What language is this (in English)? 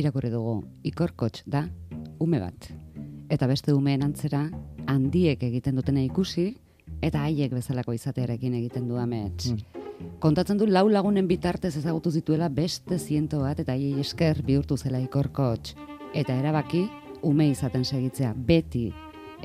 Basque